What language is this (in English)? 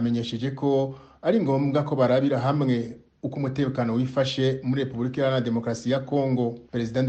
Kinyarwanda